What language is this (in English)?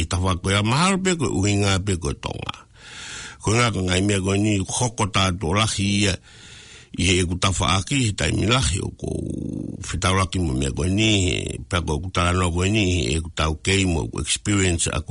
Tongan